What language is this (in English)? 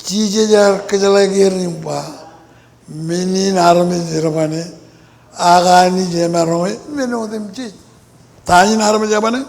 Marshallese